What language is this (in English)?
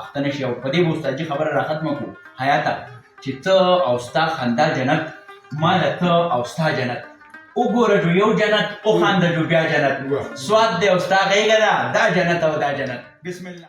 Pashto